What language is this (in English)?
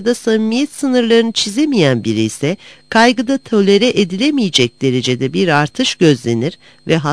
Turkish